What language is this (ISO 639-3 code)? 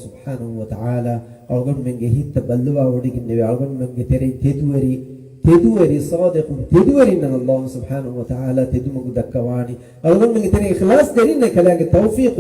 div